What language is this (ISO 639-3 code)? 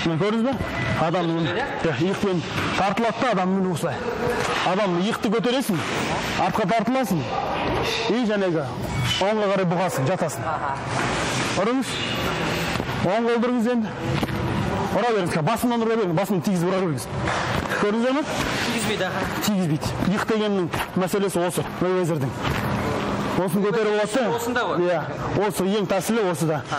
kaz